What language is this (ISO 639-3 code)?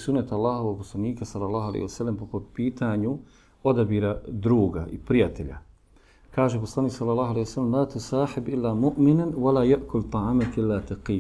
bos